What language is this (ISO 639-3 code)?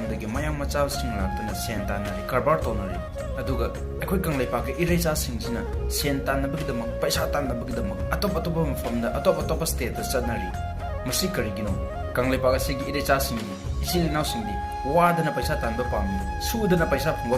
mni